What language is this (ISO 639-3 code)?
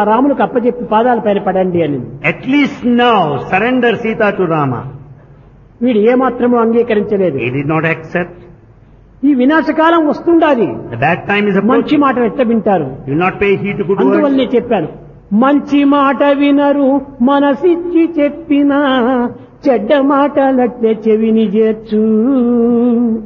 tel